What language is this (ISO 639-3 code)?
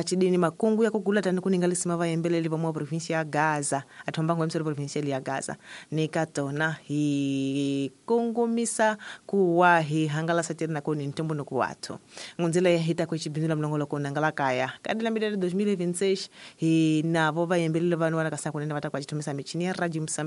tso